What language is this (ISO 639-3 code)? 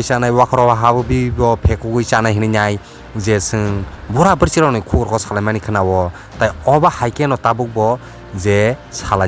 trp